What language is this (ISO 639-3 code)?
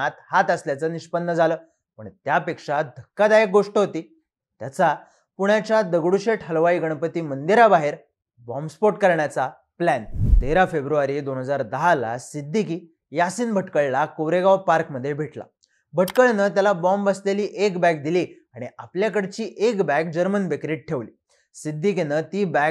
mar